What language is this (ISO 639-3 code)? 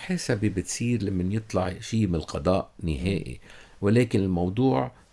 apc